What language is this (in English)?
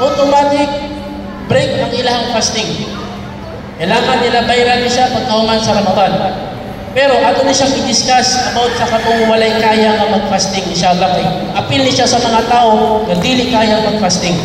Cebuano